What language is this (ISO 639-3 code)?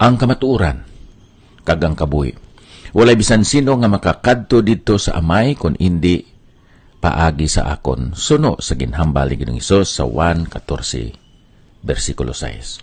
hil